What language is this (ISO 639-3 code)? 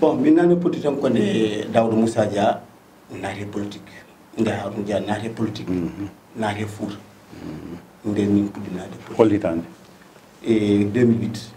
ful